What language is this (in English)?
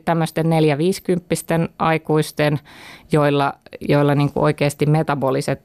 Finnish